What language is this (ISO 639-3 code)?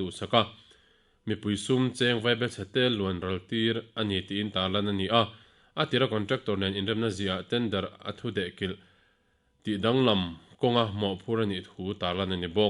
lus